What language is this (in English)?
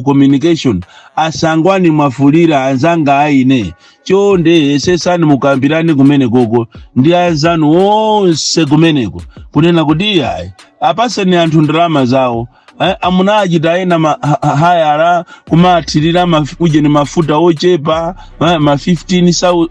Nyanja